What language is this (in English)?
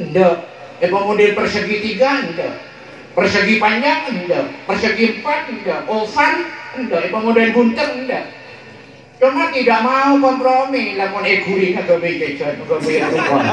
Madurese